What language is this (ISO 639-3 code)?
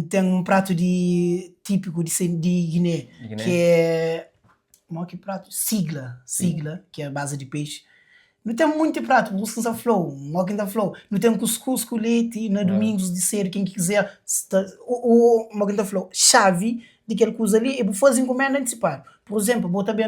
kea